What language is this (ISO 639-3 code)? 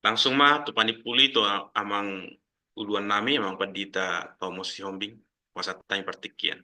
bbc